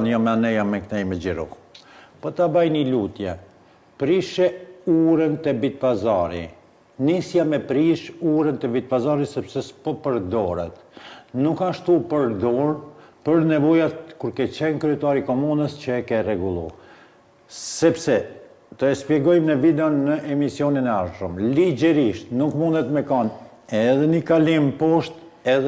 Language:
Albanian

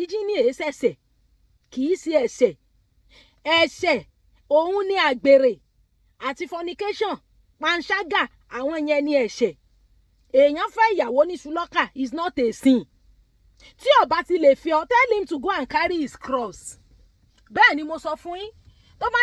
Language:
Yoruba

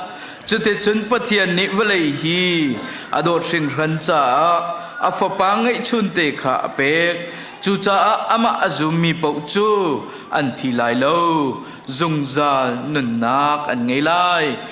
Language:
Hakha Chin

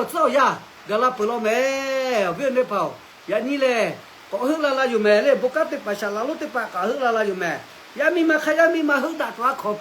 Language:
Lahu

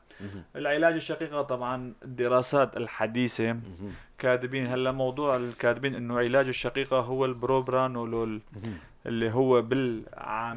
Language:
North Levantine Arabic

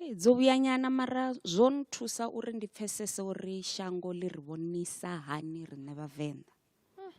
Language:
Venda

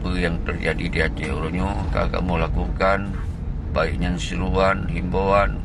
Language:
Achinese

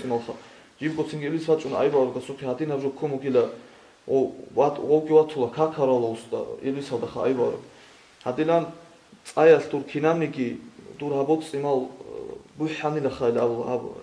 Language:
Avaric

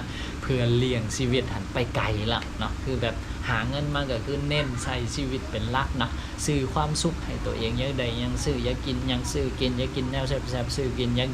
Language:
Lao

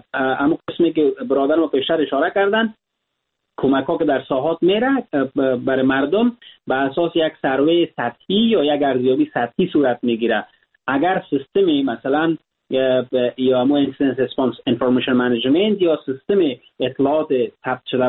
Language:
Persian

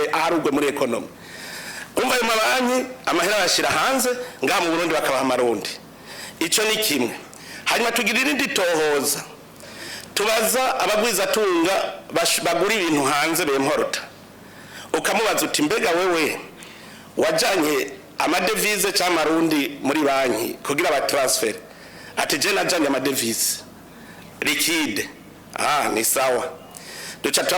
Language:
Rundi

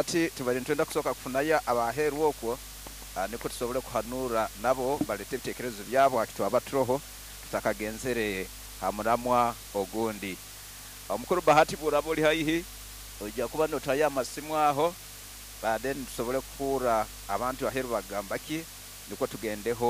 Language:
Nyoro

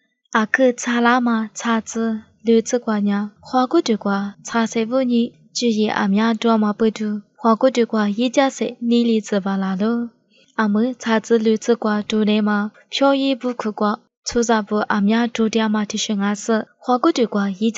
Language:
Lisu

